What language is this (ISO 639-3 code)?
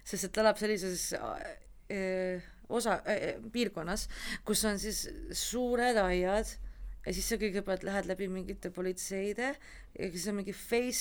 est